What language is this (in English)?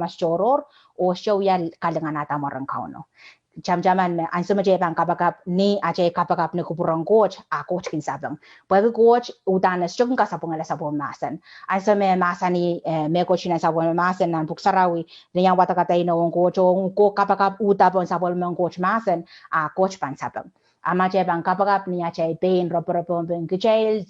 Pohnpeian